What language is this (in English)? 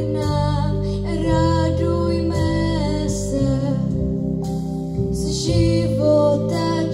Czech